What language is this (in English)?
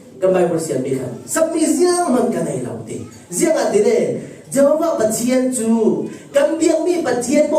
Falam Chin